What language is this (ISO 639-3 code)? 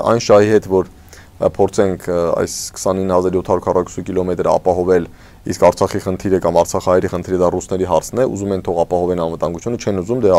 hye